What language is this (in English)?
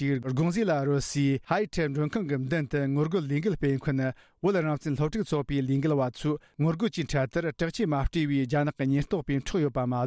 Tibetan